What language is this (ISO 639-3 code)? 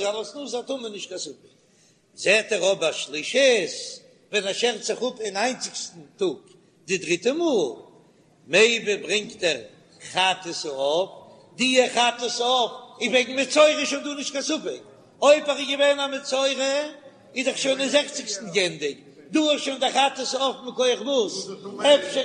yid